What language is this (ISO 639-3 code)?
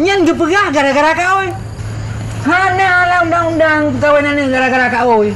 ace